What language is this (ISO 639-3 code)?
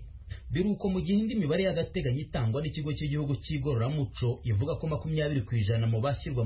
kin